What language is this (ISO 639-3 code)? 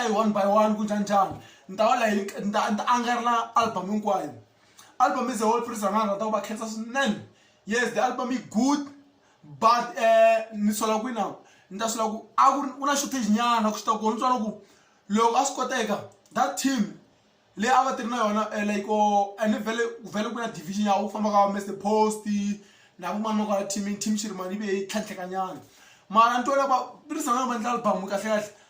tso